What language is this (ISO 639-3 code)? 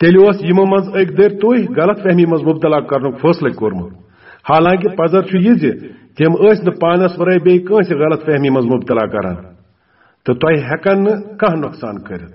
kas